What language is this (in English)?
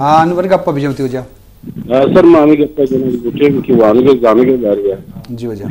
Eastern Balochi